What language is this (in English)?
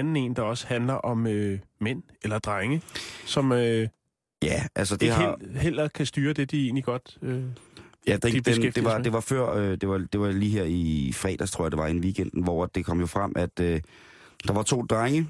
Danish